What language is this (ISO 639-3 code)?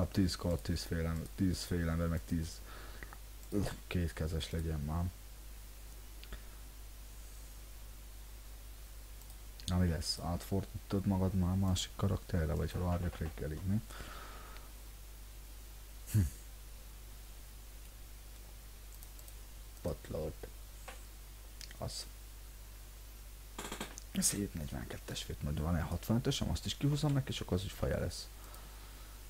hun